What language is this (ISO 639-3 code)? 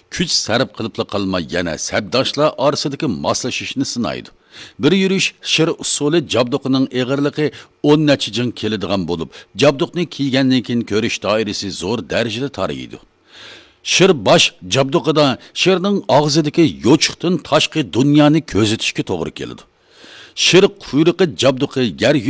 uig